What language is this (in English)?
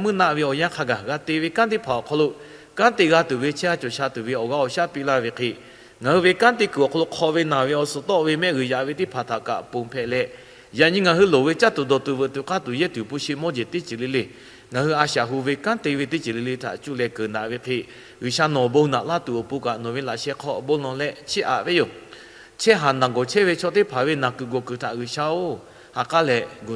Lahu